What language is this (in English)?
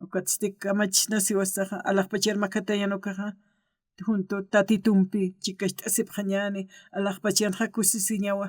Aymara